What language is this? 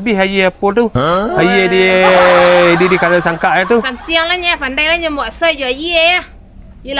Minangkabau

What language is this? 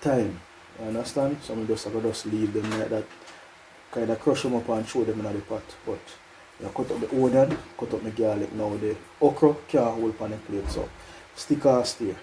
Jamaican Creole English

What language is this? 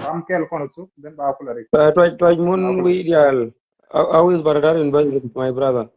Nuer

